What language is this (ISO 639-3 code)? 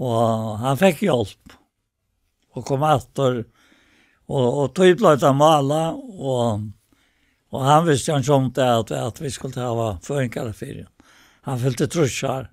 fao